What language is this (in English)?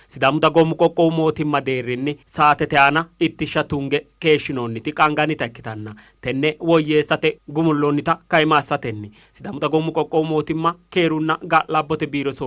Sidamo